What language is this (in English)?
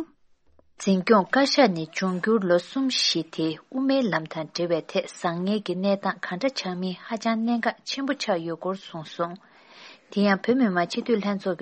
Tibetan